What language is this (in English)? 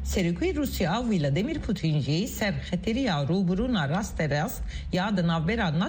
Kurdish